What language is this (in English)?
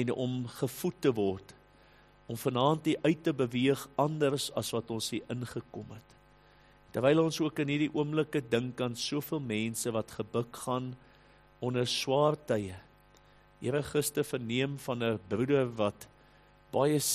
Afrikaans